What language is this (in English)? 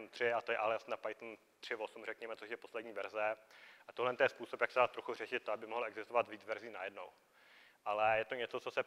Czech